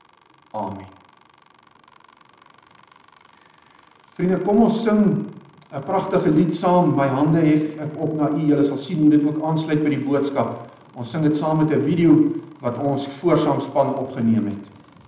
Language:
Afrikaans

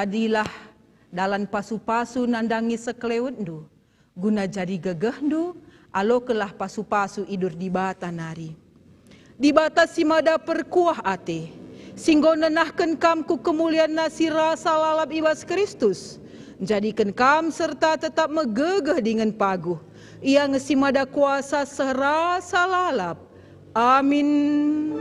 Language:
Batak Karo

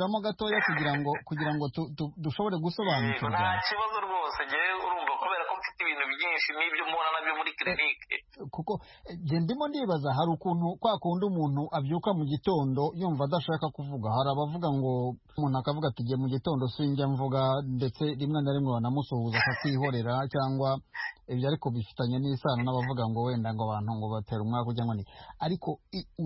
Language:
Kinyarwanda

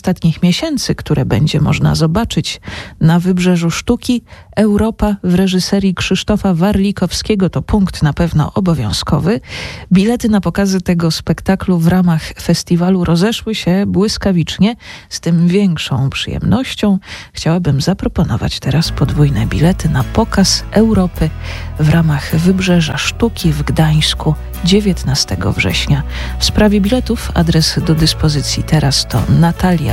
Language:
Polish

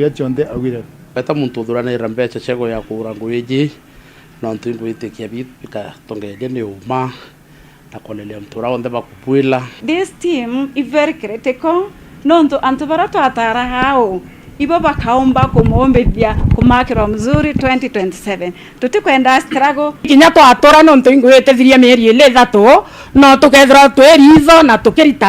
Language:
Meru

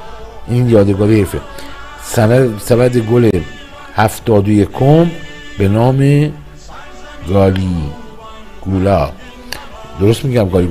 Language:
Persian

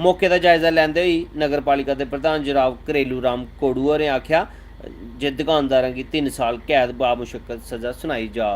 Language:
Dogri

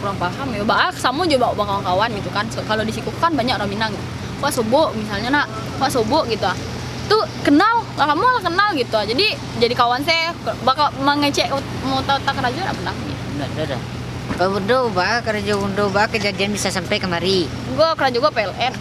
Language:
Minangkabau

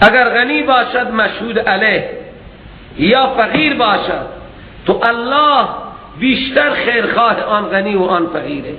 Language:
Persian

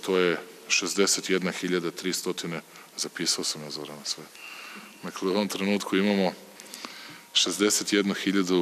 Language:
Serbian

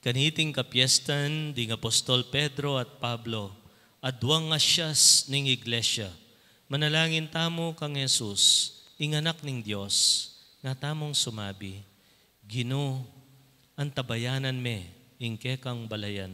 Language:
Pampanga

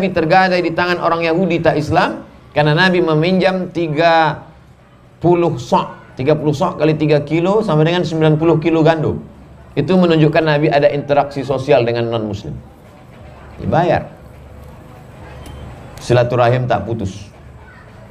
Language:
Indonesian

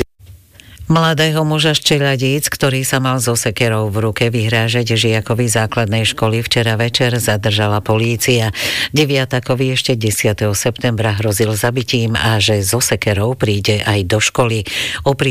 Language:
Slovak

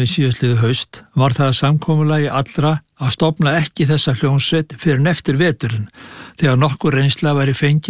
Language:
Icelandic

